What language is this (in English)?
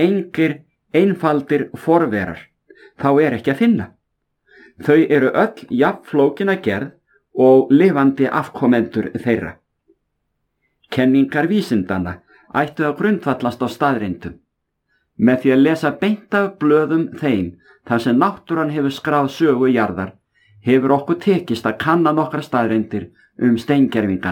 Icelandic